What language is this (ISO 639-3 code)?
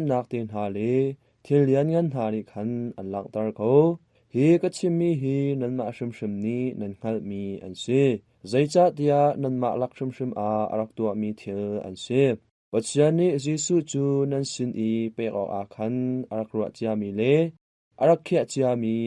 cnh